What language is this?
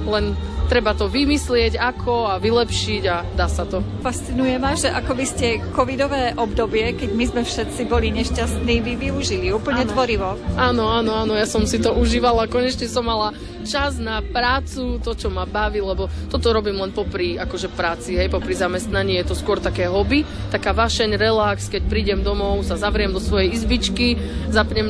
Slovak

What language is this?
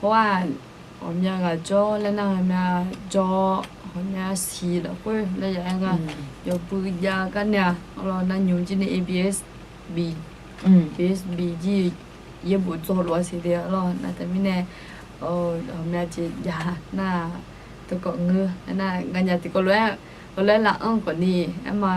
Akha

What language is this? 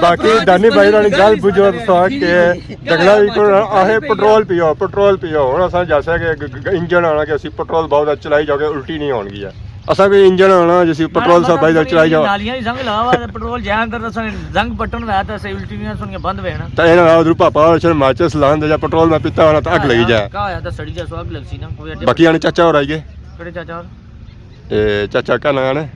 Pahari-Potwari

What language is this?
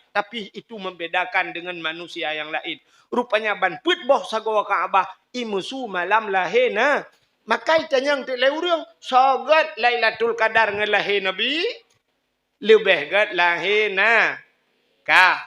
Achinese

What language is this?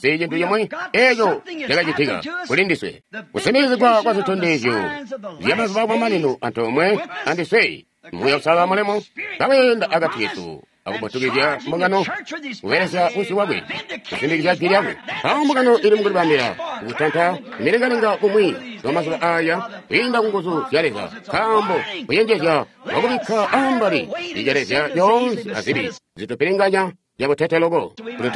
Tonga (Zambia)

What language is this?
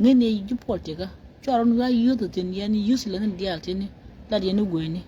Nuer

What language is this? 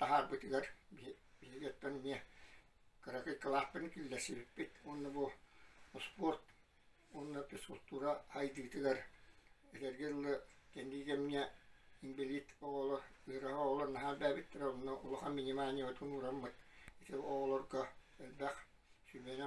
Yakut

